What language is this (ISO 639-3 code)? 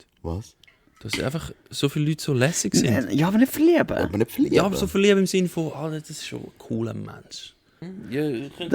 gsw